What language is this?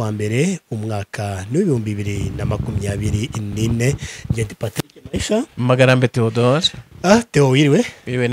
Kinyarwanda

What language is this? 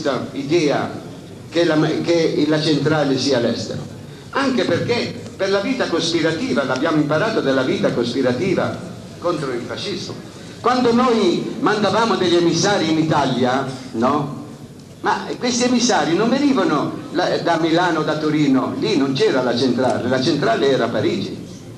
Italian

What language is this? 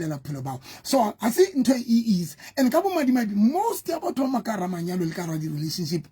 Southern Sotho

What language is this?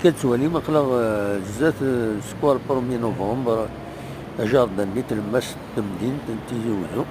Kabyle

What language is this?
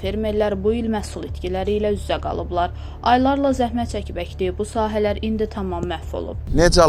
Azerbaijani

